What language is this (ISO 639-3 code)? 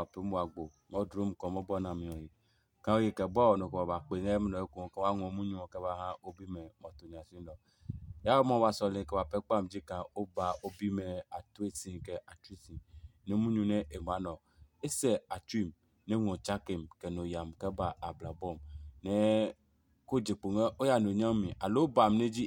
ada